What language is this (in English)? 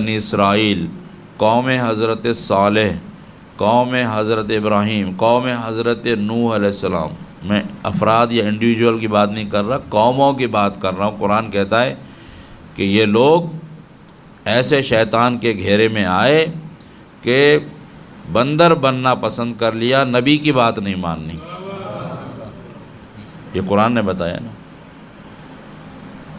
Urdu